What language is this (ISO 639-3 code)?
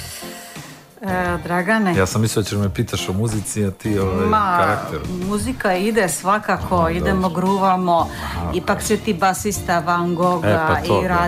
srp